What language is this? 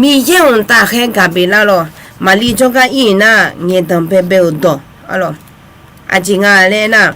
Akha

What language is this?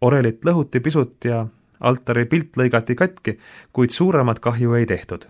Estonian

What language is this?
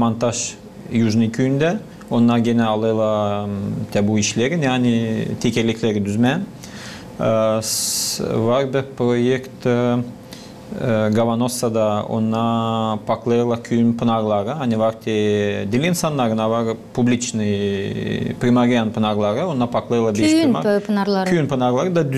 Gagauz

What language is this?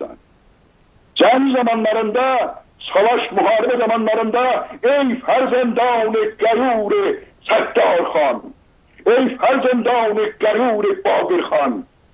South Azerbaijani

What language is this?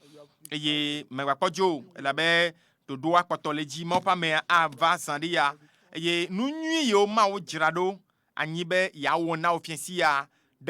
Ewe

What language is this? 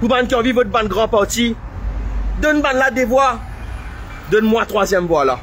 Morisyen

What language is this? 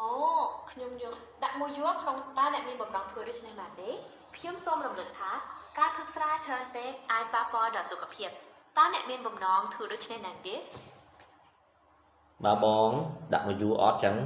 Khmer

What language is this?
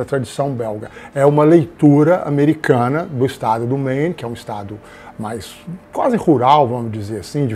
Portuguese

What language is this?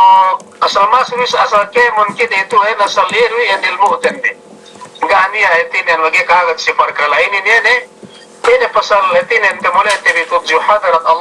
Yakan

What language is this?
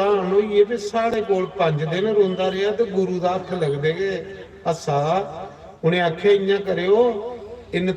Dogri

